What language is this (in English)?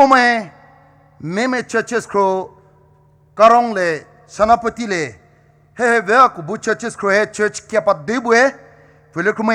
Poumei Naga